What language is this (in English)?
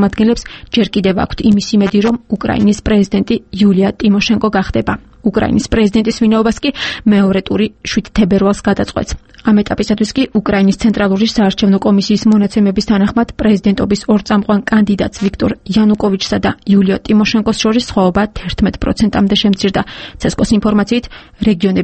Georgian